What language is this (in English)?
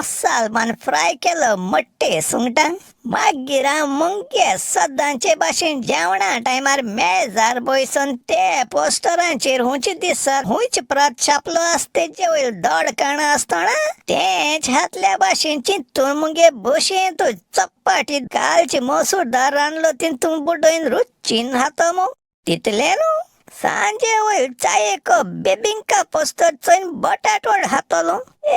Konkani